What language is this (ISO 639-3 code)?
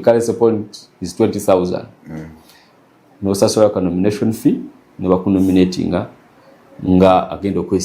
lug